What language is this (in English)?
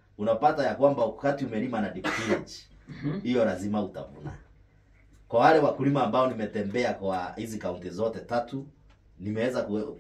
Swahili